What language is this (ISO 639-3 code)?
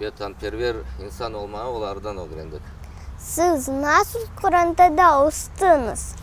crh